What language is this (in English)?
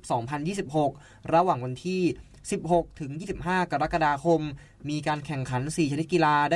Thai